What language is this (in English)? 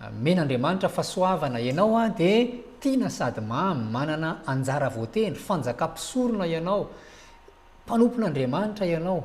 Malagasy